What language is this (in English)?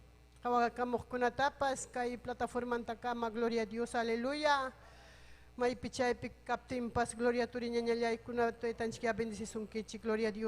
Ayacucho Quechua